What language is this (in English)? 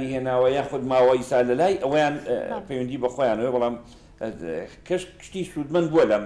Central Kurdish